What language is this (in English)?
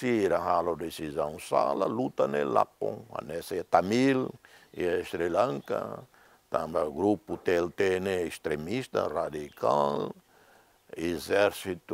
Tetum